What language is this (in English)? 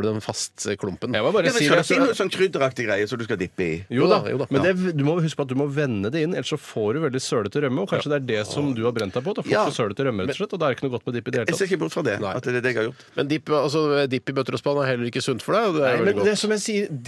Norwegian